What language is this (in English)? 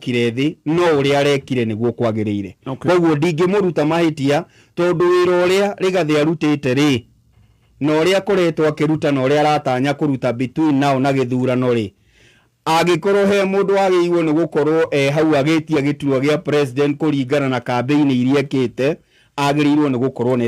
Kikuyu